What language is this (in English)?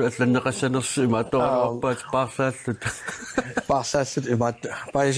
Kalaallisut